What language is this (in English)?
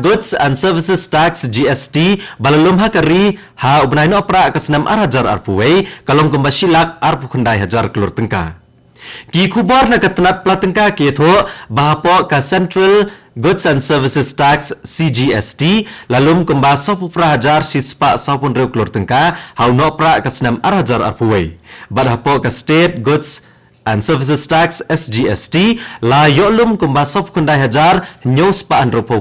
Khasi